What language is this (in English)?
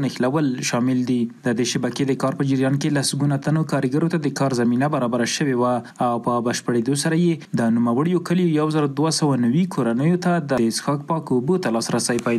Pashto